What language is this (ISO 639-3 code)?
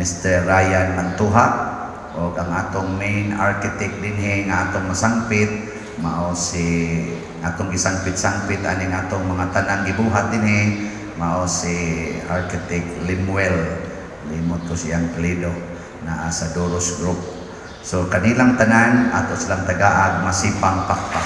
ceb